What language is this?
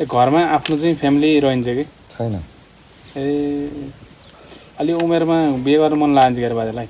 Nepali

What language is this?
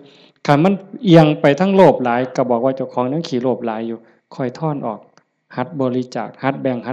Lao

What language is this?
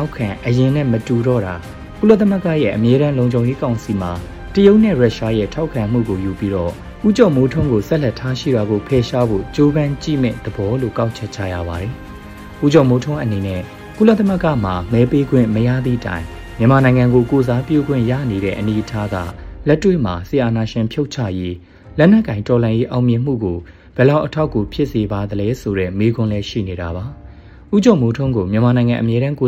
Burmese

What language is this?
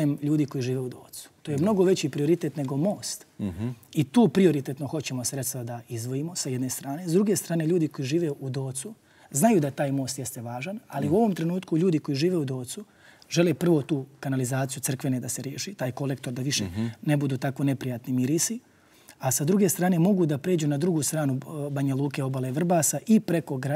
Serbian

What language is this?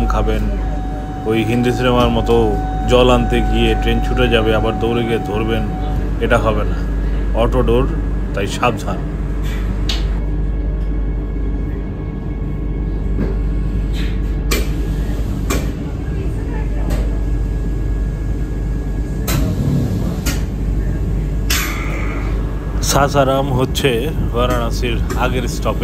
Bangla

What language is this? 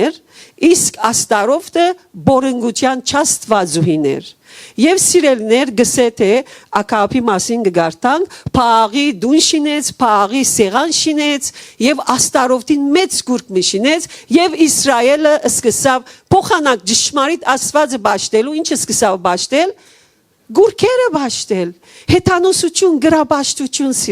Western Armenian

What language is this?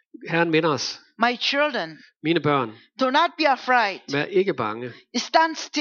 Danish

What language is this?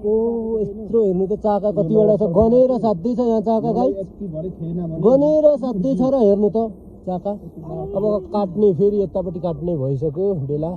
Nepali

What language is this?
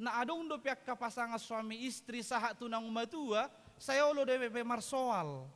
Batak Toba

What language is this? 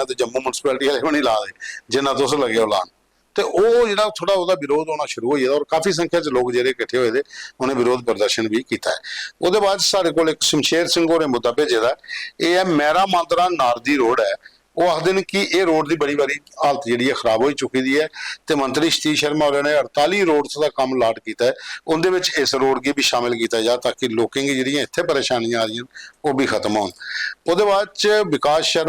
Dogri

